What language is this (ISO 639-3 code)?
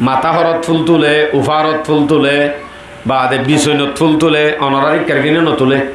rhg